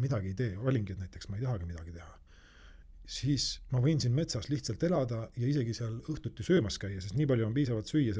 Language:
Estonian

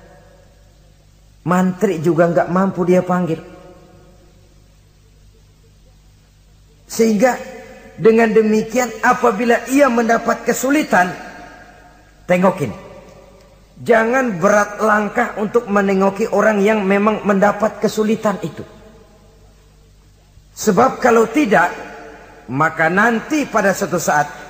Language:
Indonesian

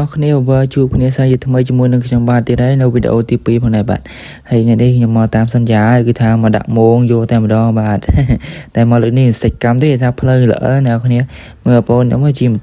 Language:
Khmer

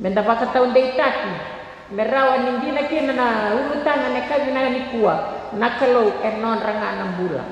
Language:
Fijian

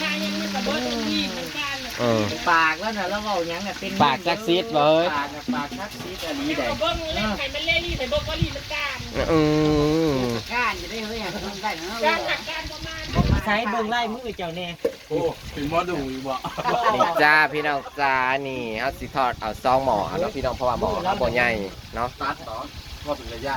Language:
Northeastern Thai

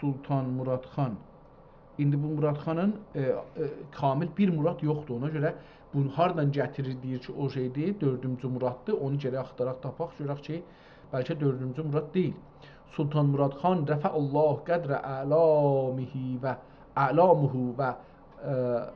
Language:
South Azerbaijani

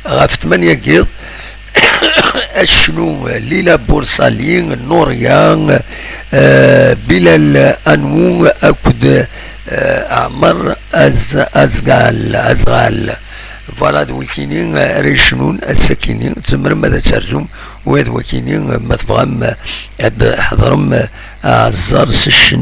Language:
Kabyle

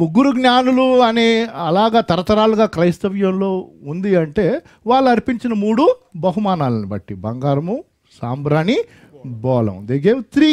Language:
Telugu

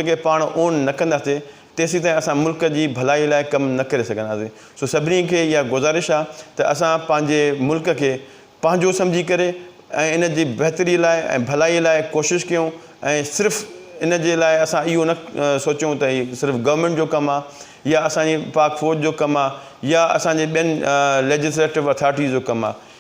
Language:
Sindhi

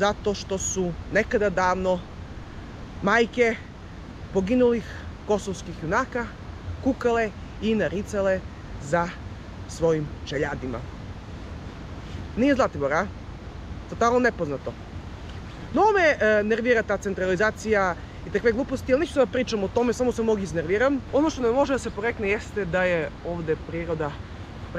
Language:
Serbian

